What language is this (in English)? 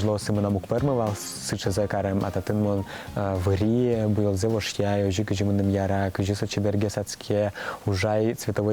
Udmurt